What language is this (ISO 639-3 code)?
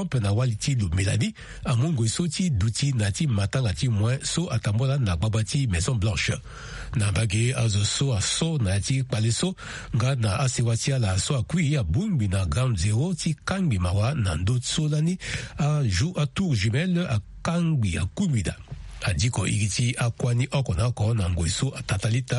sag